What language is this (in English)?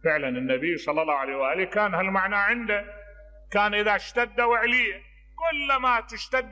Mesopotamian Arabic